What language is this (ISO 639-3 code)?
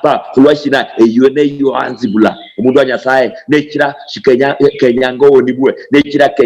luy